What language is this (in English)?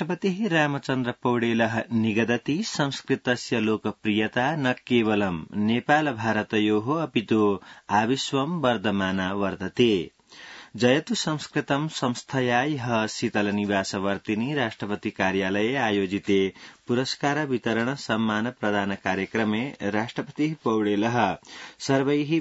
Sanskrit